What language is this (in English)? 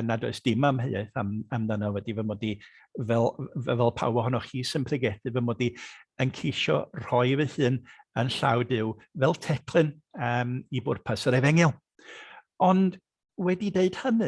Welsh